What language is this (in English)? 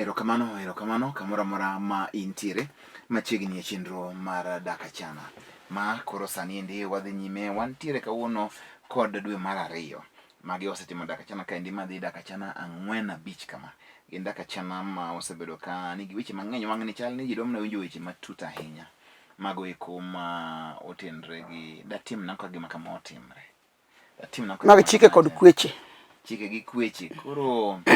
Luo (Kenya and Tanzania)